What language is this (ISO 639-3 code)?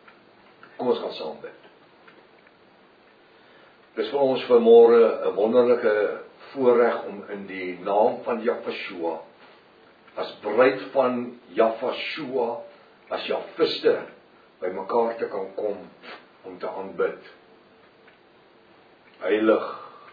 afr